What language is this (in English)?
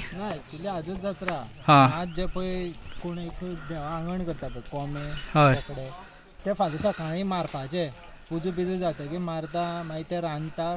Konkani